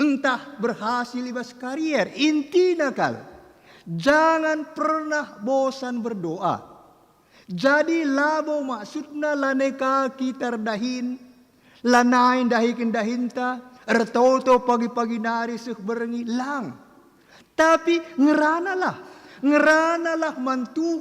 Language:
Batak Karo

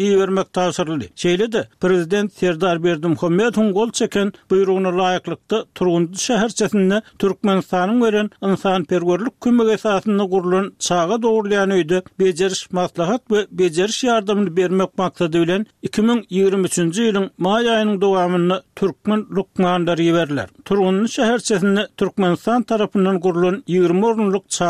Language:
Turkmen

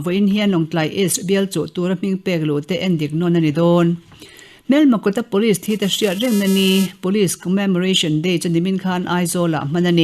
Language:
Mizo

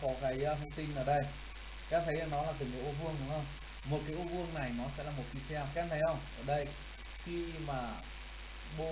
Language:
Vietnamese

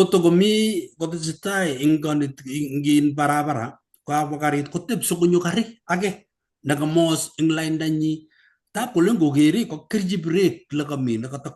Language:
Kalenjin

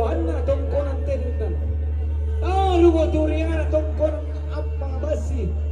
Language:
Toraja-Sa'dan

